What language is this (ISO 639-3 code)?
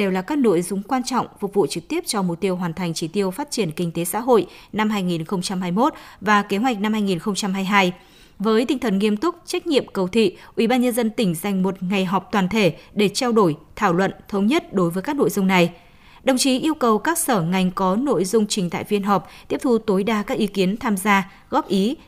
vie